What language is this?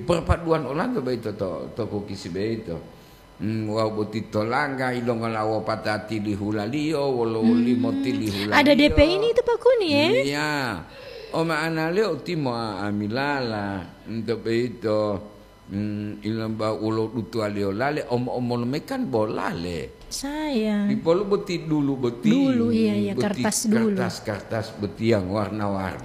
Gorontalo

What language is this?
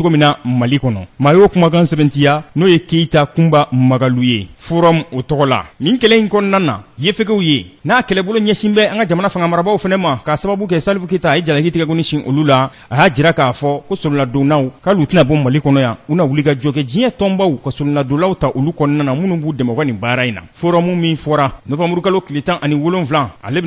Bambara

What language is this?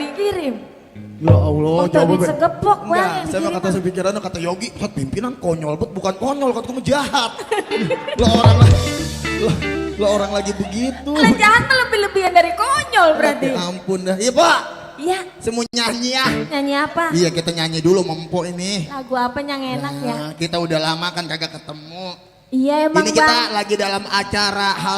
Betawi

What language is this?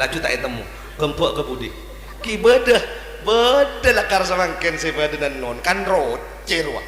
Madurese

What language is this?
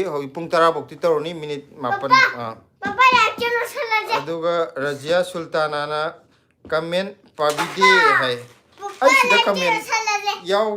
Manipuri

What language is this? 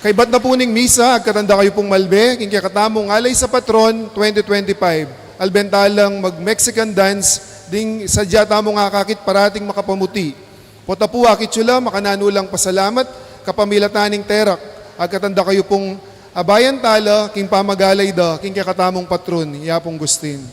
Pampanga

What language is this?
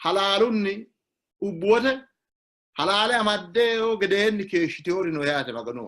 Sidamo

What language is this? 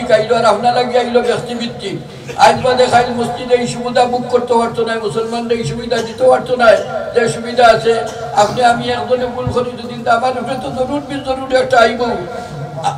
Sylheti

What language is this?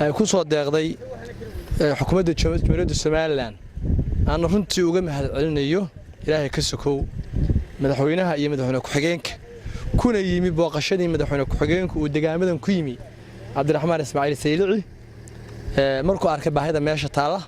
Somali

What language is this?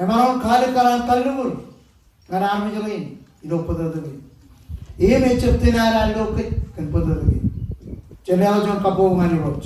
Marshallese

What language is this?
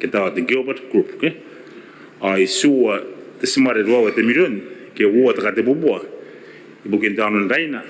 Gilbertese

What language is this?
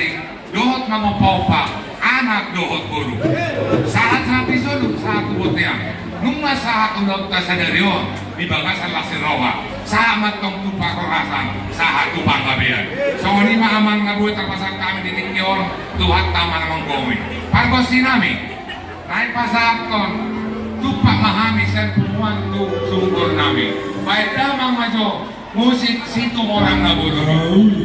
Batak Toba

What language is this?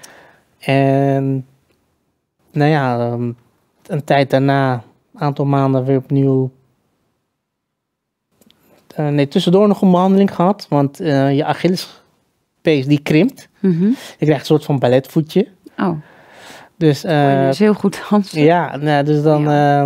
Dutch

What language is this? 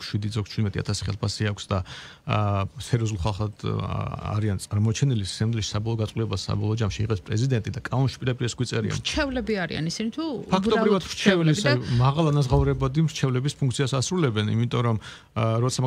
Georgian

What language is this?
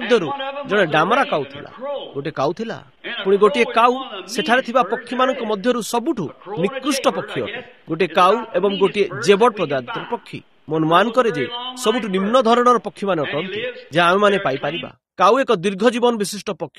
Odia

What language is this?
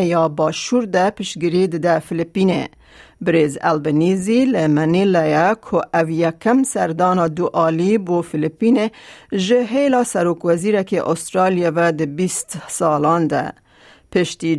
Kurdish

